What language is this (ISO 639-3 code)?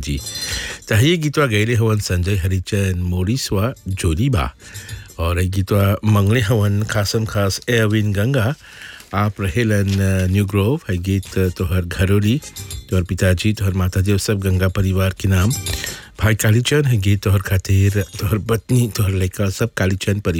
bho